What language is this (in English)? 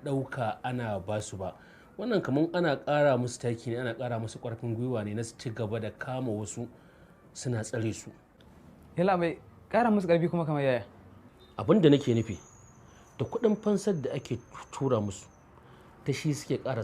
Hausa